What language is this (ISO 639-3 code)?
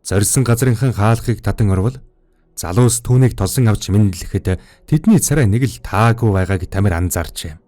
mon